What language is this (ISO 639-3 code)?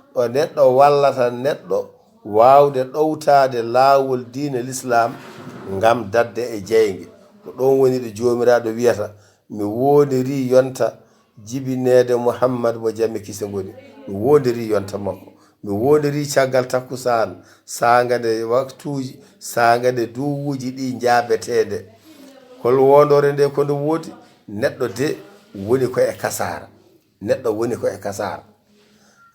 ful